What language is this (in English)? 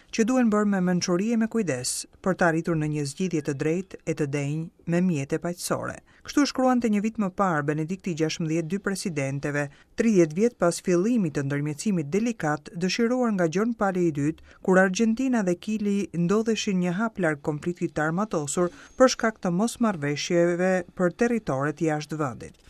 Albanian